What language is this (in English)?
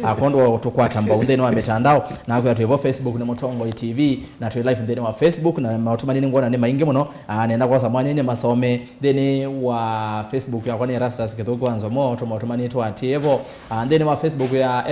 Kamba